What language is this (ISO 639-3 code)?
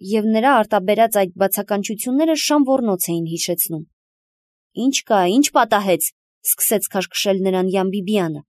hye